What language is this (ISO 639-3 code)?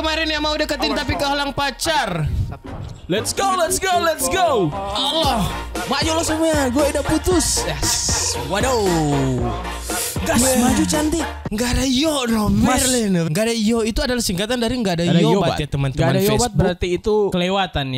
xmm